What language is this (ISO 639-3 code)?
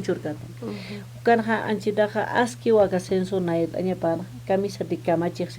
aym